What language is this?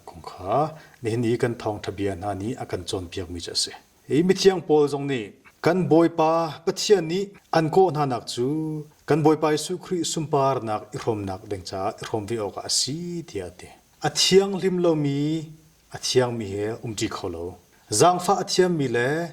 Hakha Chin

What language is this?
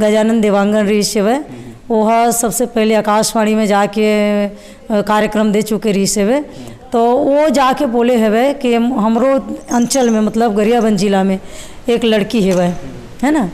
Chhattisgarhi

